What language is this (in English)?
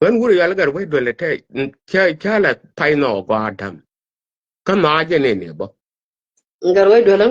Nuer